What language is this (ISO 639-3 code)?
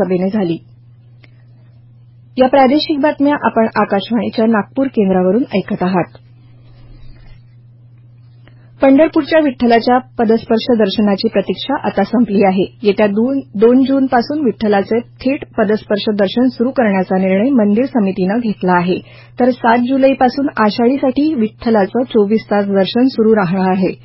mar